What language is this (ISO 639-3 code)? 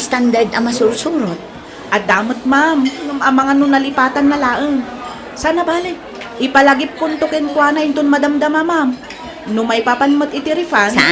ilo